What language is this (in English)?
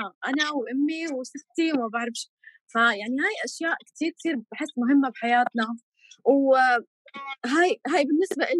North Levantine Arabic